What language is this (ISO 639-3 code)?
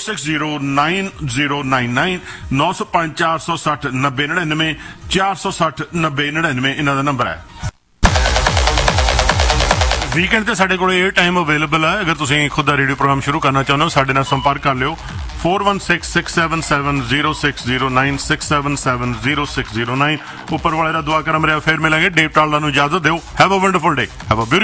pan